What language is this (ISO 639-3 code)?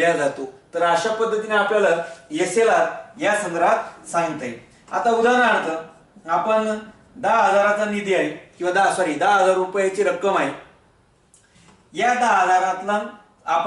mar